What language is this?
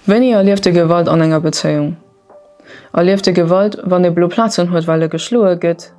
Luxembourgish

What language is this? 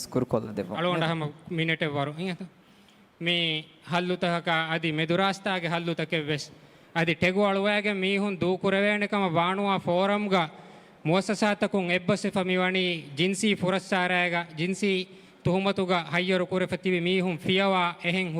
Divehi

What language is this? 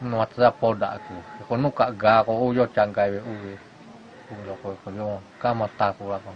Lahu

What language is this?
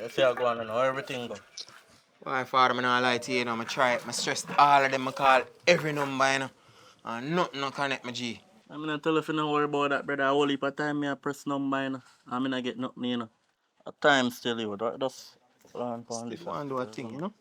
Jamaican Creole English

